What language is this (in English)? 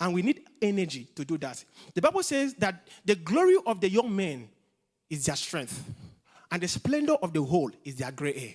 English